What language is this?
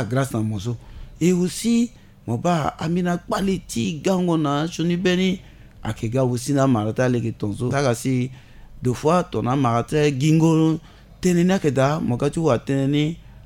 Sango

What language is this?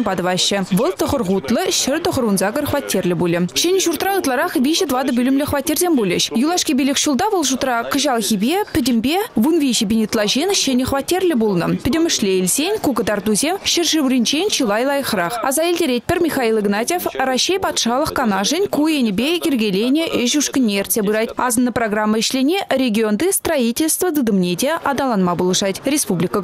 Chuvash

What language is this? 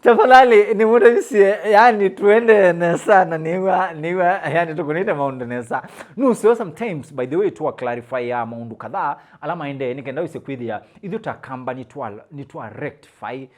Kamba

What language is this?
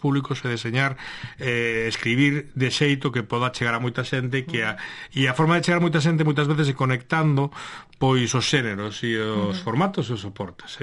Galician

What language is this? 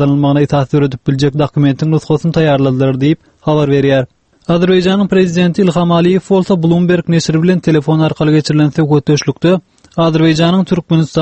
Turkmen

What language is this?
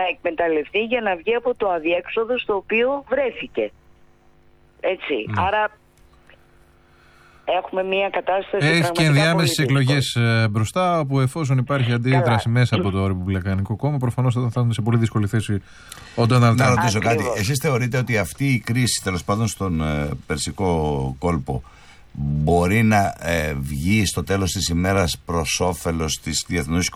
Greek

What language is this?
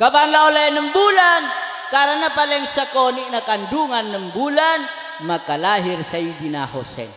Madurese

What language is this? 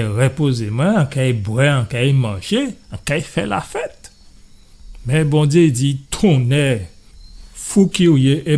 Guadeloupean Creole French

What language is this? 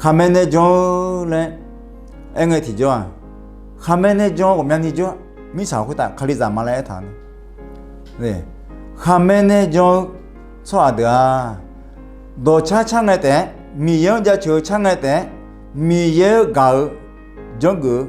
Akha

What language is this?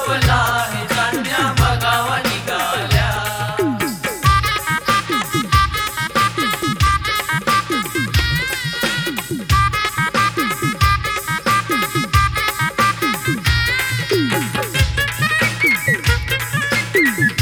Marathi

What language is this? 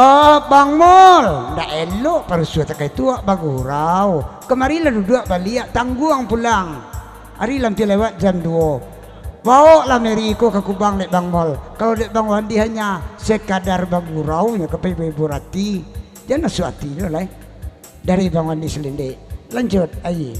Minangkabau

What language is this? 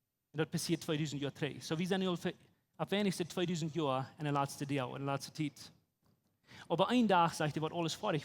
Plautdietsch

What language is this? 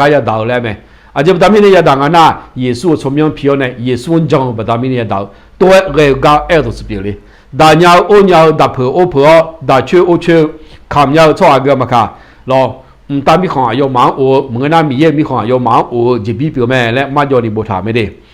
Akha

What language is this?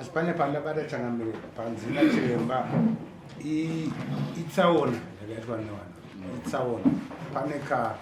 Shona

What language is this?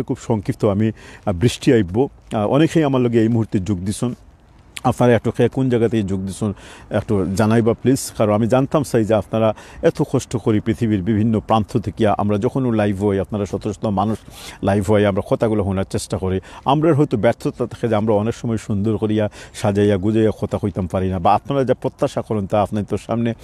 Sylheti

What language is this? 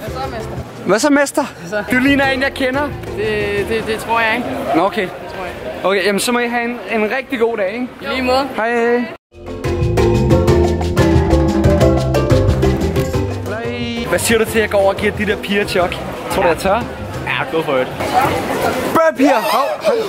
Danish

